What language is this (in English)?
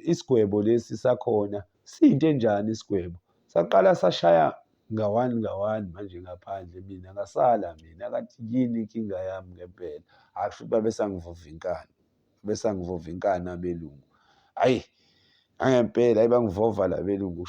Zulu